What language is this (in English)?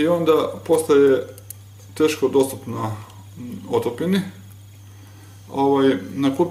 Croatian